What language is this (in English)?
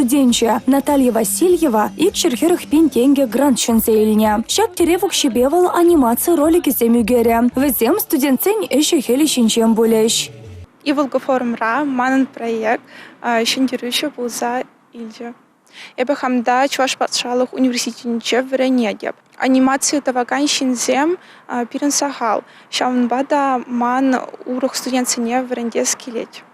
Chuvash